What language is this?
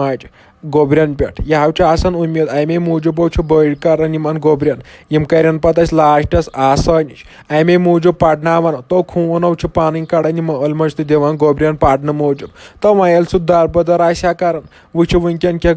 Kashmiri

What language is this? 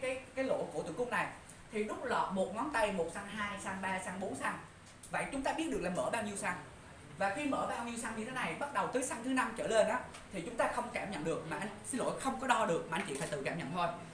Vietnamese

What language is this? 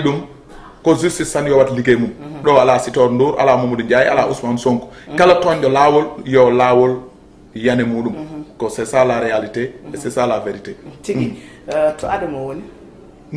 Fula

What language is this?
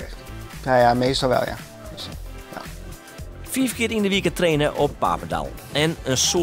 Western Frisian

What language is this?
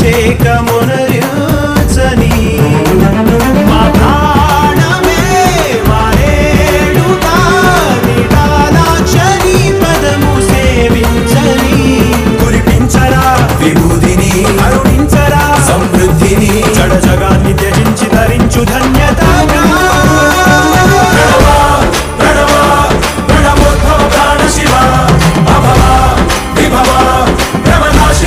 Telugu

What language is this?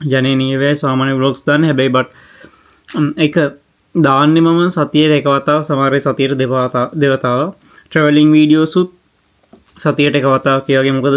Sinhala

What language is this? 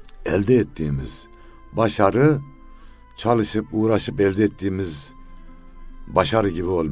Turkish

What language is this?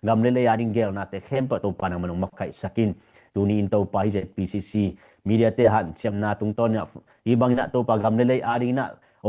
Tedim Chin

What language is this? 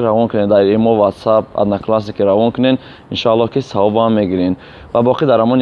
Tajik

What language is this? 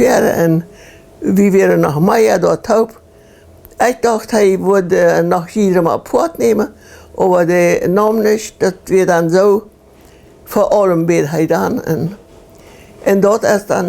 Plautdietsch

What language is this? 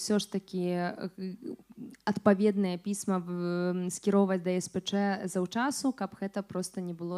Belarusian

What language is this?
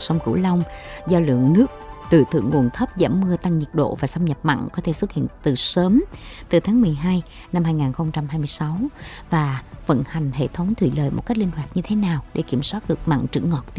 Vietnamese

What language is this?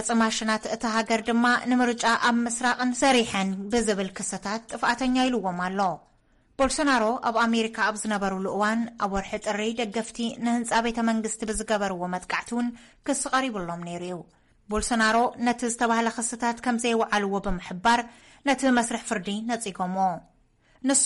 Tigrinya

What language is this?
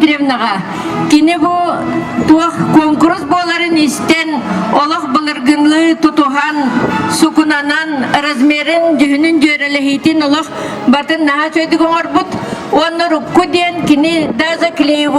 Yakut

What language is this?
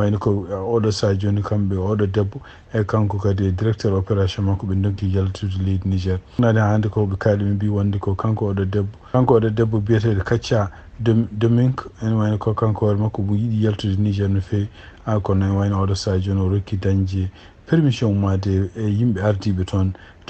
Fula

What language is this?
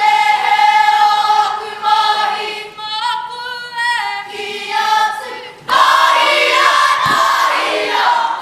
Māori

